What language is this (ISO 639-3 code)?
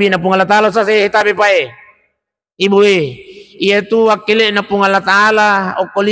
bug